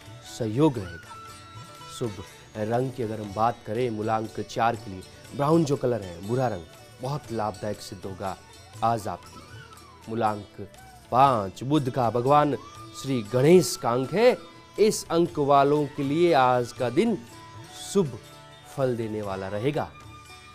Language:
Hindi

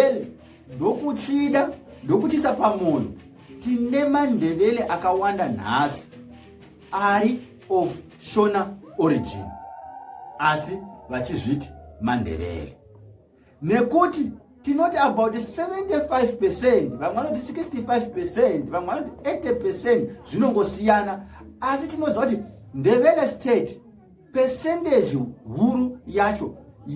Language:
Shona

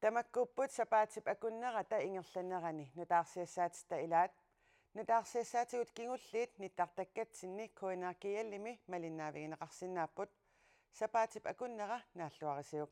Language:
Kalaallisut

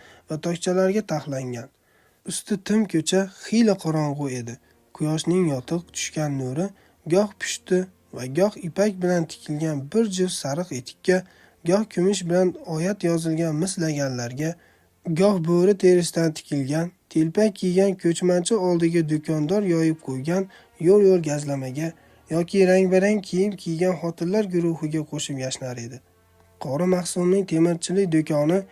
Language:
Uzbek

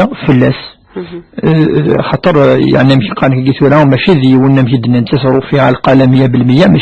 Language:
Kabyle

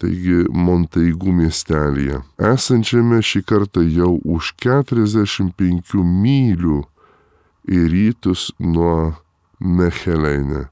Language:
Lithuanian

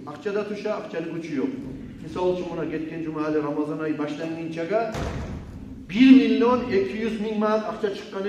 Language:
Kumyk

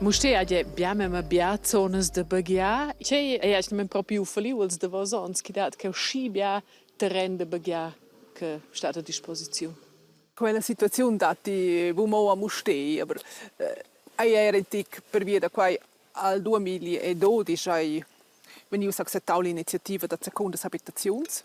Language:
Romansh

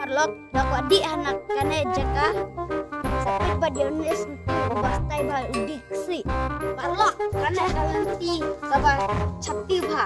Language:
Khasi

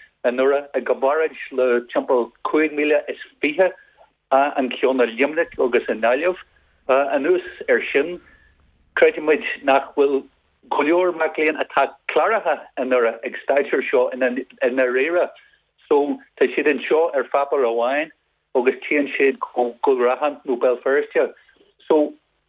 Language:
Irish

